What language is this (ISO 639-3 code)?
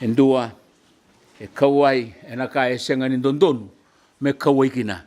fij